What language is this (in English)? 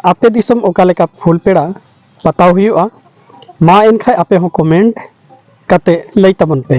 Santali